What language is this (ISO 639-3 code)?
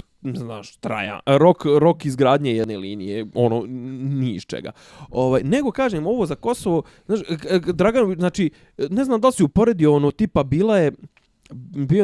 bos